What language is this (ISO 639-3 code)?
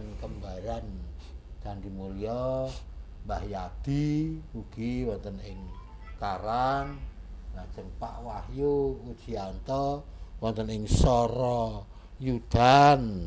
jav